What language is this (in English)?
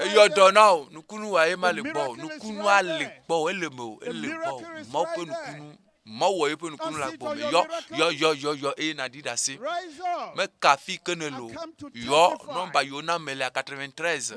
Ewe